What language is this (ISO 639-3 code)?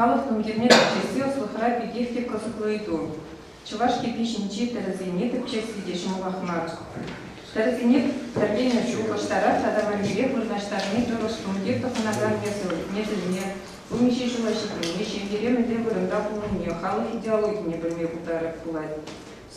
chv